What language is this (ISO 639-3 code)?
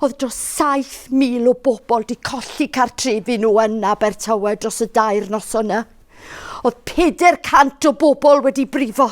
cym